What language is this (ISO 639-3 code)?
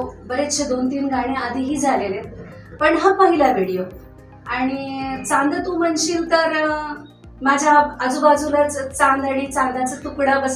mar